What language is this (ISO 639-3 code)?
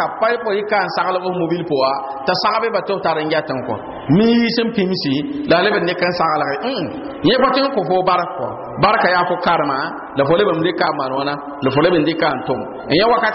mos